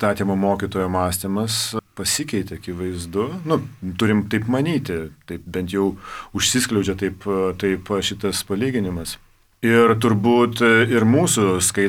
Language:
Lithuanian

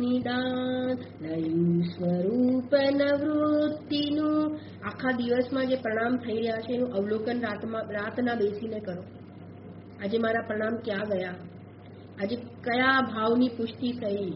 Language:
Gujarati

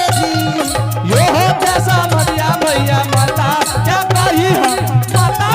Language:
Angika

